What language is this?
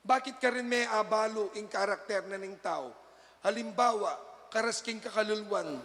Pampanga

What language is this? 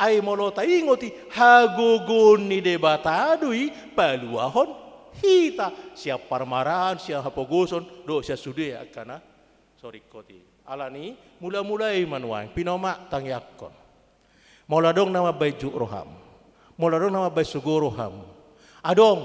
Batak Toba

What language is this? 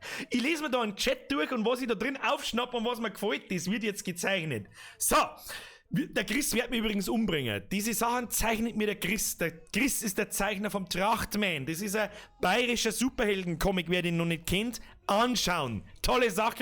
Bavarian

